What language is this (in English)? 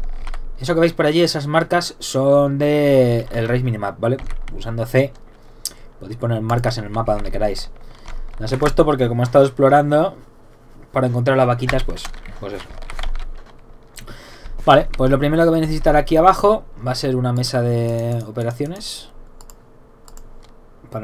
Spanish